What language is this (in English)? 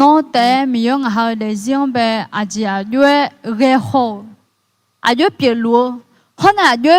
Akha